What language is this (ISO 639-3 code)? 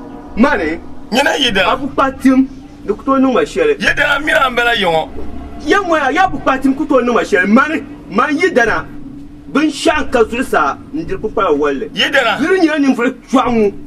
dag